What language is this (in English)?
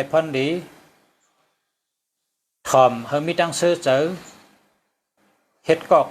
Shan